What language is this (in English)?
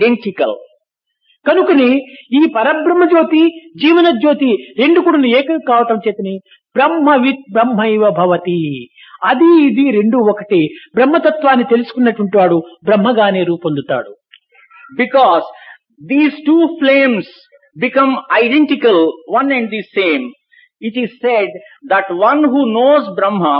Telugu